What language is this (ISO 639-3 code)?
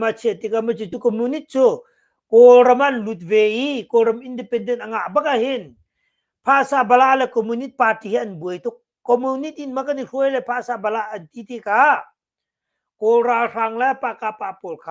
cnh